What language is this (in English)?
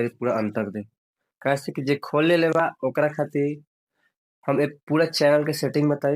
Bhojpuri